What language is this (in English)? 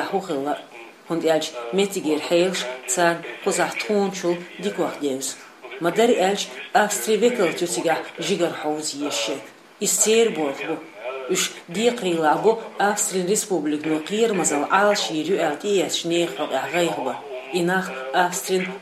Chechen